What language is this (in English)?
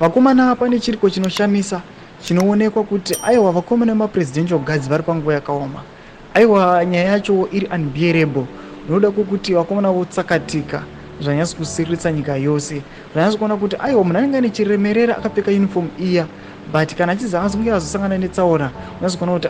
Shona